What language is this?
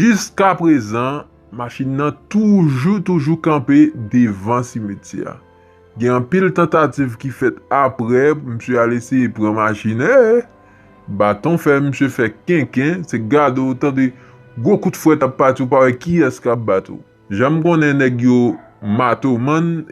Haitian Creole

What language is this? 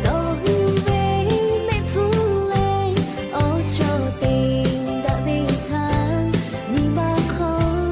Lahu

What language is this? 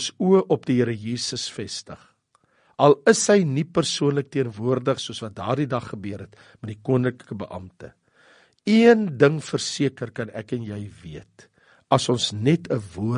Afrikaans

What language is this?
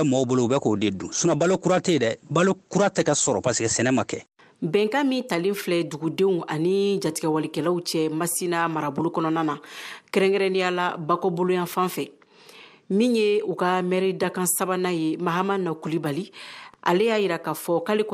Bambara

